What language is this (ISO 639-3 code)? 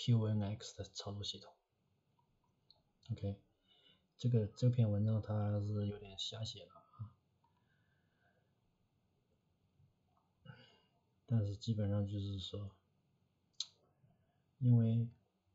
zho